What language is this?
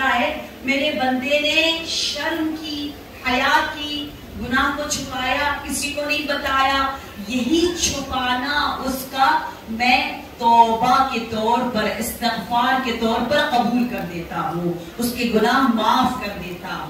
Urdu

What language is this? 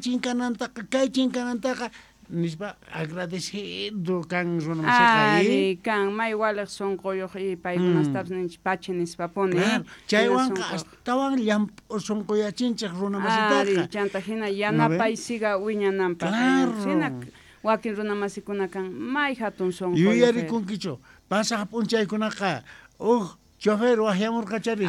South Bolivian Quechua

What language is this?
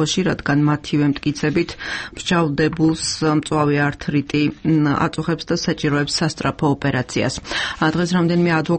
Georgian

